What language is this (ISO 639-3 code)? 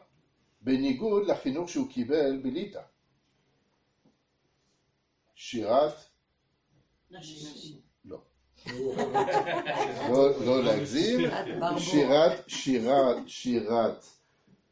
heb